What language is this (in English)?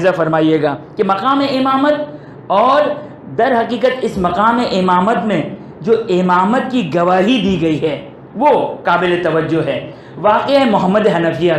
Urdu